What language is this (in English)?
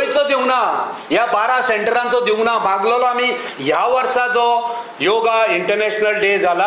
Konkani